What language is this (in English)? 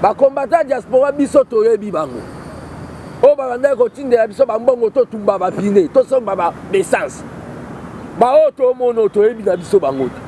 Lingala